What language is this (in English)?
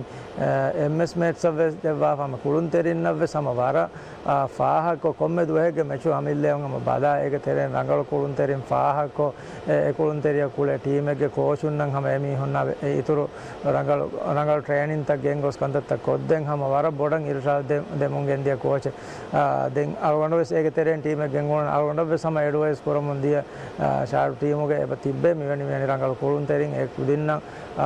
Divehi